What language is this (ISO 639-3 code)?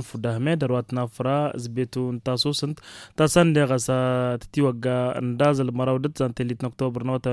taq